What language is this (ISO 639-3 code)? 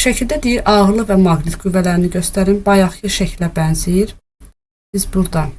aze